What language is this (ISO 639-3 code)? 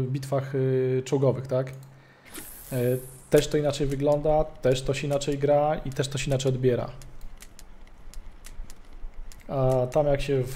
pol